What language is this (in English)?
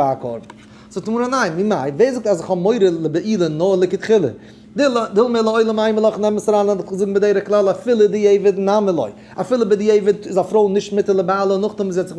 Yiddish